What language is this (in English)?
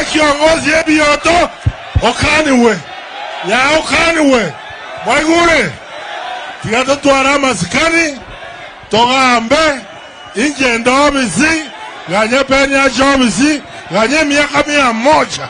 Gusii